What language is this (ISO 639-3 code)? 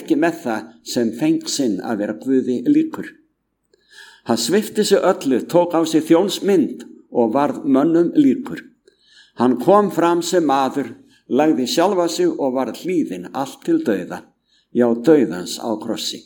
isl